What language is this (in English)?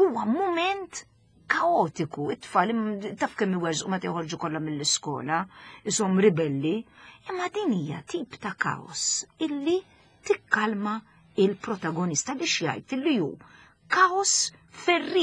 Maltese